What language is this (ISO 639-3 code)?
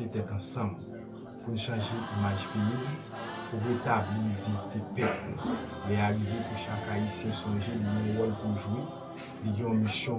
hat